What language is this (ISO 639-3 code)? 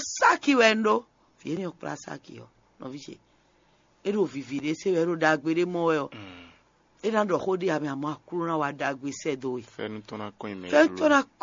fon